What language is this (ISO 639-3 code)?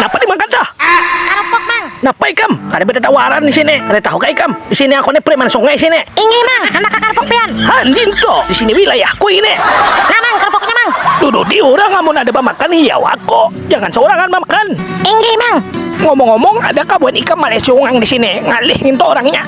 bjn